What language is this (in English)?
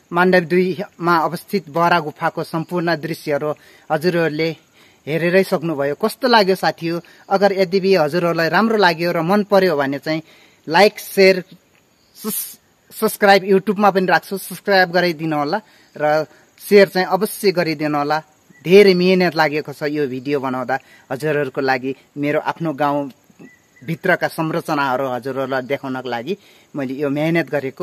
Nepali